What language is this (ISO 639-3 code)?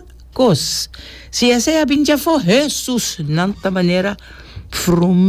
pap